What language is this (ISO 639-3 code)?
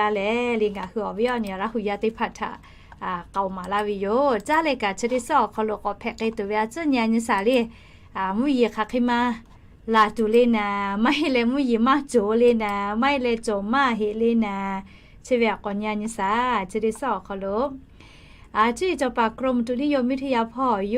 lhu